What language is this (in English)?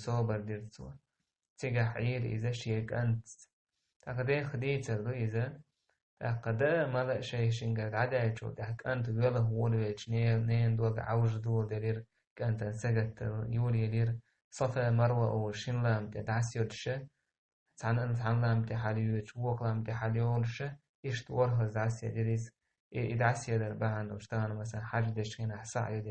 Chechen